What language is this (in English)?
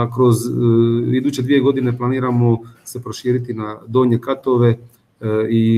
Croatian